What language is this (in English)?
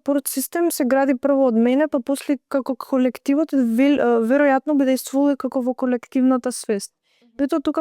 Macedonian